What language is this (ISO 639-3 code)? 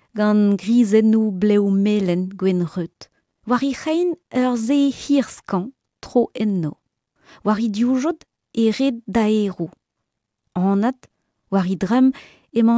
bre